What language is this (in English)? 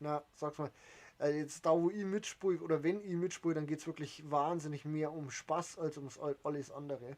Bavarian